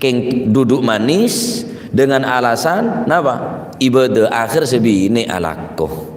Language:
Madurese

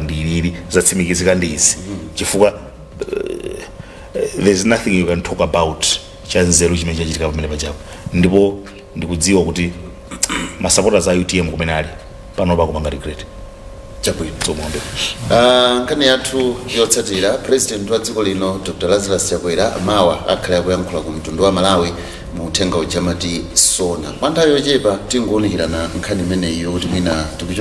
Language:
Nyanja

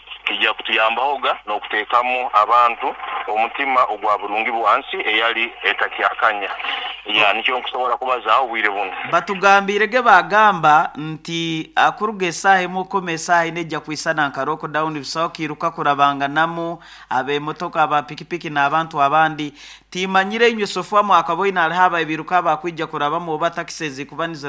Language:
Nyoro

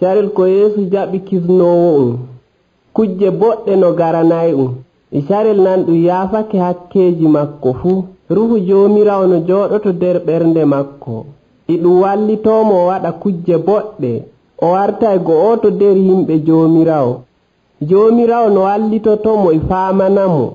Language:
Nigerian Fulfulde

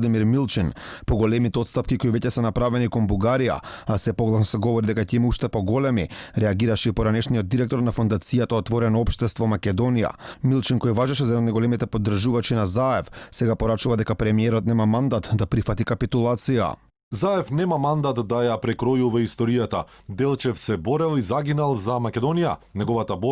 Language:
Macedonian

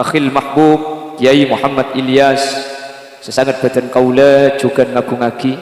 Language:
Madurese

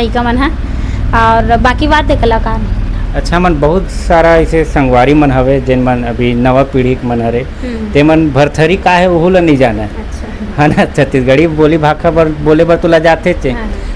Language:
Chhattisgarhi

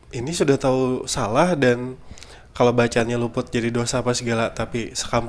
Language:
Banjar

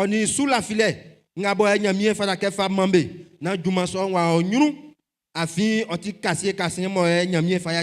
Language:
Baoulé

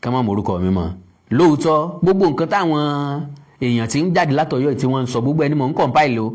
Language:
Yoruba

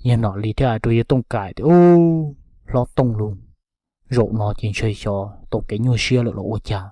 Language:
Hmong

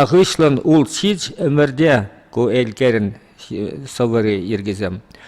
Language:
Chuvash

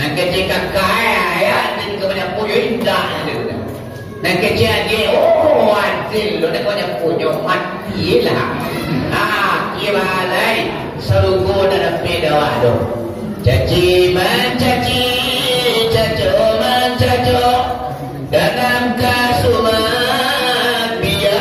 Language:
Minangkabau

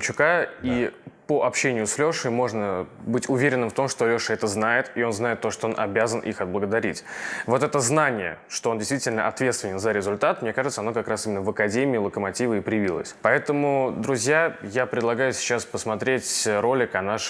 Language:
Russian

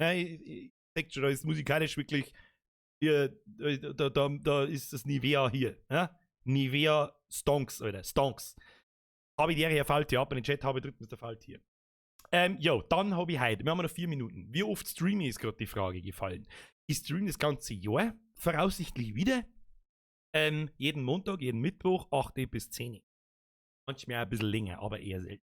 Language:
Bavarian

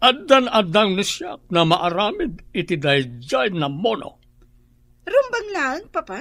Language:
Iloko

